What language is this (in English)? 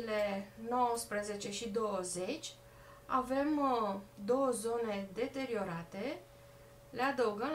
Romanian